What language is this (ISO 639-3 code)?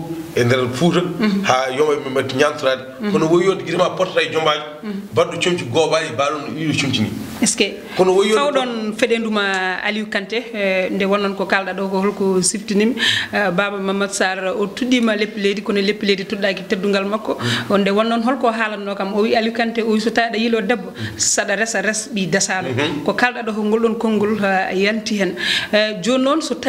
ful